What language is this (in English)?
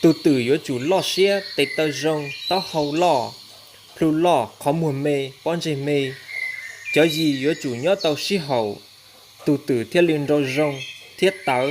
Hmong